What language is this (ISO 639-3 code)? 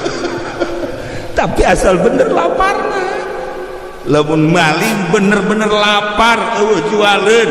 sun